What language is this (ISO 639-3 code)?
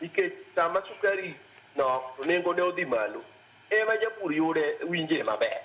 luo